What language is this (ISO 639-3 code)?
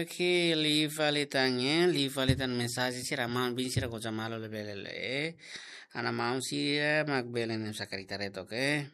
tet